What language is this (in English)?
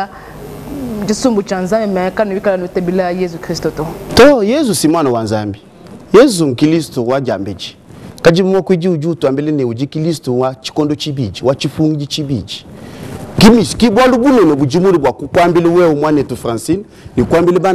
Luba-Lulua